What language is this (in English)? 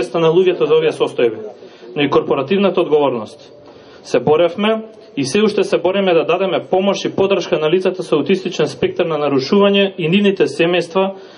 Macedonian